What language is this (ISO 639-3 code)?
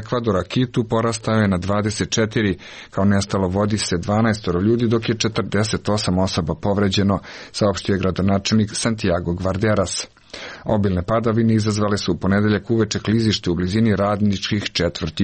srp